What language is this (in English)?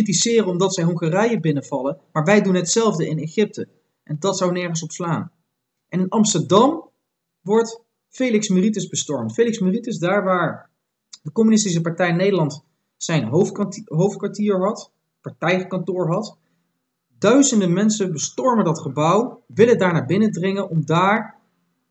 Dutch